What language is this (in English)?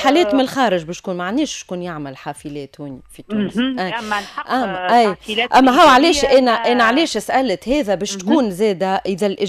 Tunisian Arabic